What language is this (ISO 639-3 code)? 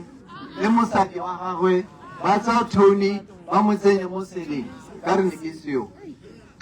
tsn